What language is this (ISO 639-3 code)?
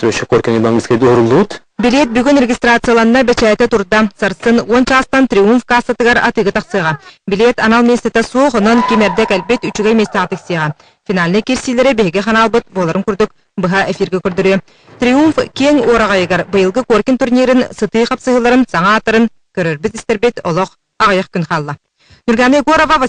sah